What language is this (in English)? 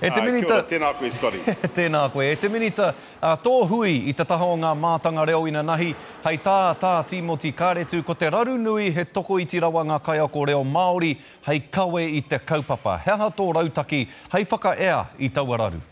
Māori